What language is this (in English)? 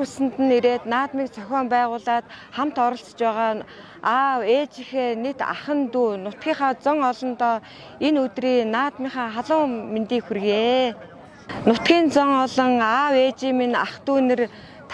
Mongolian